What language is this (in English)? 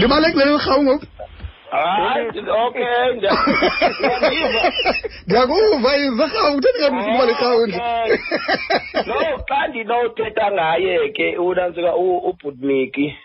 Xhosa